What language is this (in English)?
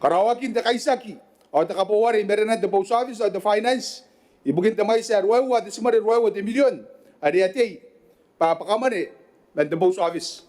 Gilbertese